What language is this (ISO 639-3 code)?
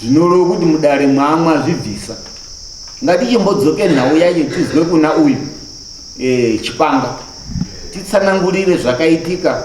sna